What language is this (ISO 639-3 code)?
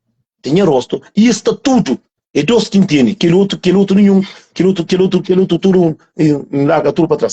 kea